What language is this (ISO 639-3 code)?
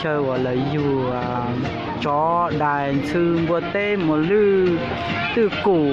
hmn